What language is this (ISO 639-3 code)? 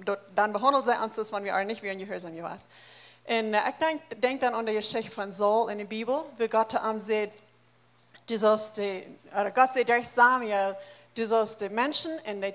pdt